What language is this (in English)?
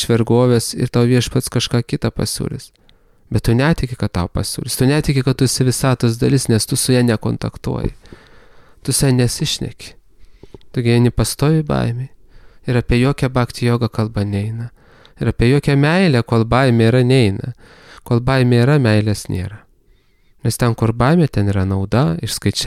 Lithuanian